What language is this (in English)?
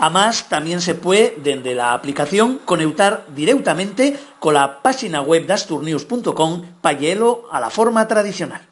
Asturian